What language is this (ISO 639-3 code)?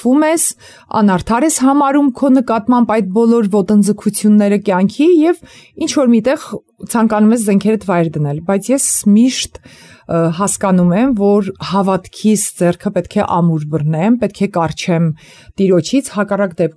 hye